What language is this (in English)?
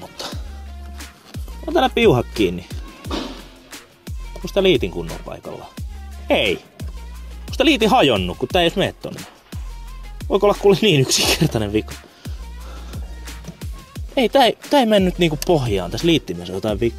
Finnish